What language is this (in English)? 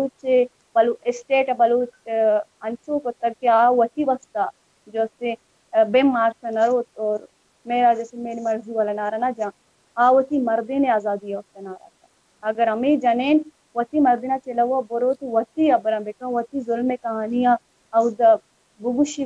Baluchi